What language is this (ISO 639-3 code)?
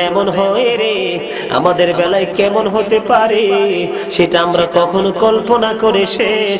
ben